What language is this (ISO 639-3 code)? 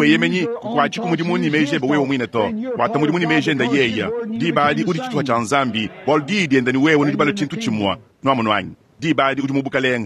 lua